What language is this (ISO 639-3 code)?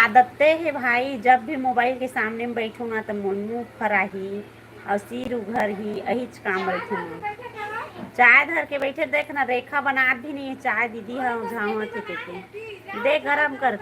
hne